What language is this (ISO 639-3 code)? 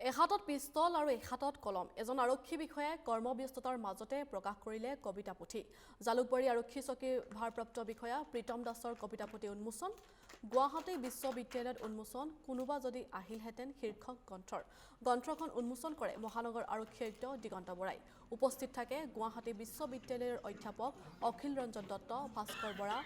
asm